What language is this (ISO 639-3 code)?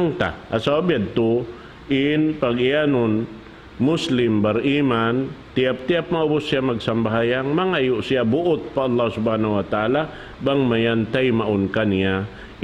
tsg